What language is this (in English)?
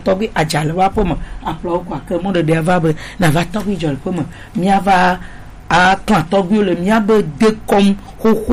Gen